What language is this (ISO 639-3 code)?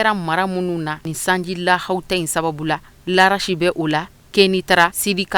bam